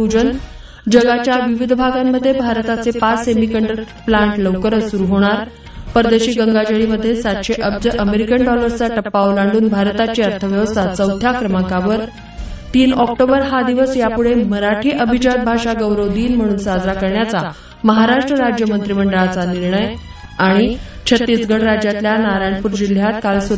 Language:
Marathi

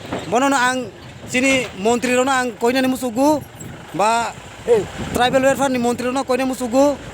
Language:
Kok Borok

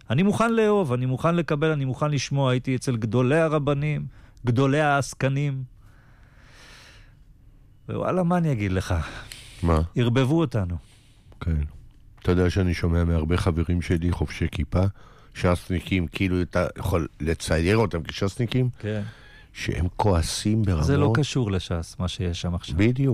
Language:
Hebrew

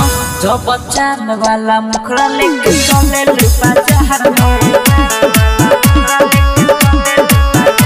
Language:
Bhojpuri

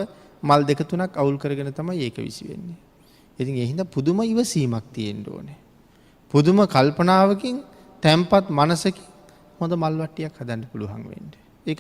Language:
Sinhala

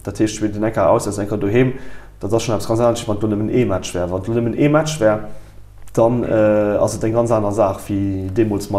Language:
Luxembourgish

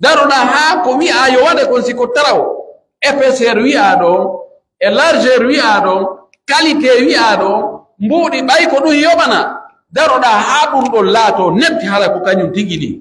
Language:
Pular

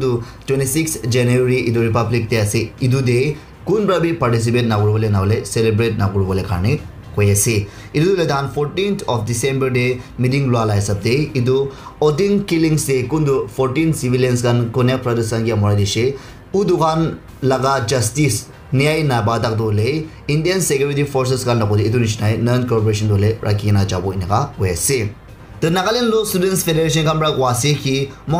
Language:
Naga Pidgin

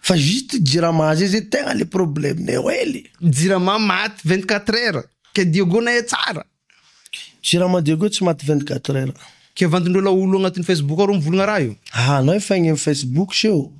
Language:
Malagasy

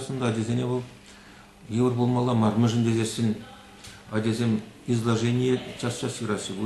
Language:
Chuvash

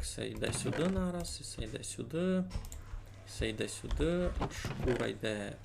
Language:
Rusyn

